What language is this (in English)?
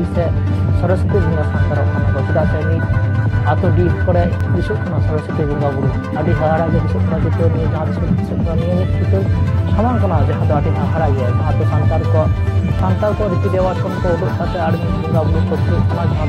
Santali